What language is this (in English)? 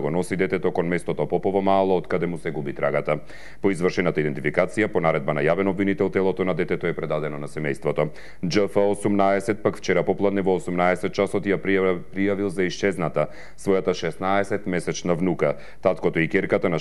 Macedonian